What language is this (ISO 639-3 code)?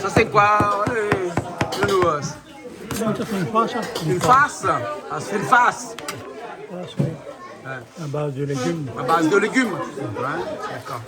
rcf